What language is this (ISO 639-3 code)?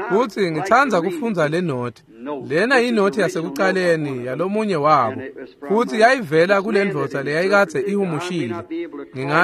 ssw